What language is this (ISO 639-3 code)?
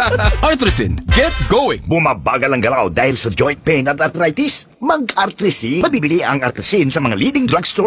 fil